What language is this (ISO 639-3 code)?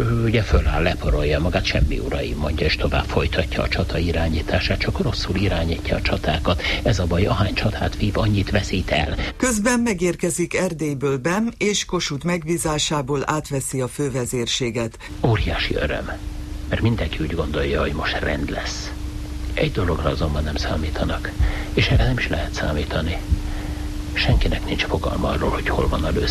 hun